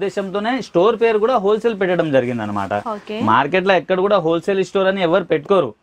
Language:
Telugu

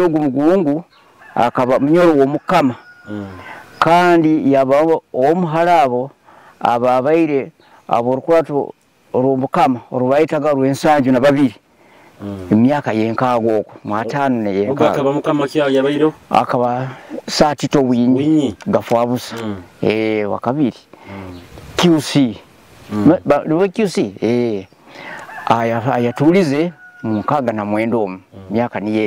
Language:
Nyoro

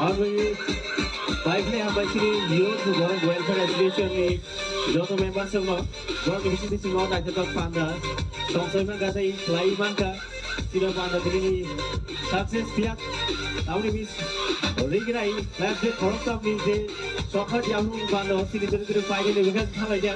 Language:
Riang (India)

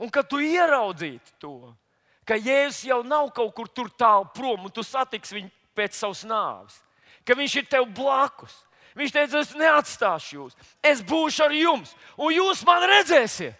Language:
Latvian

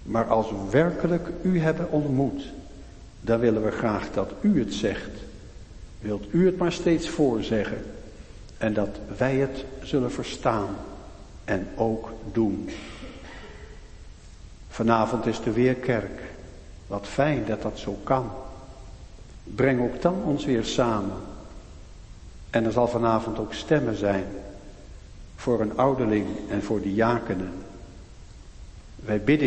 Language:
Dutch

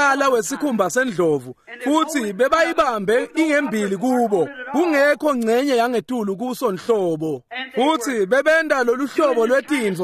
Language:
Swati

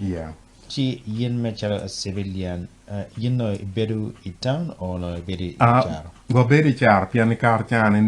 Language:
Acoli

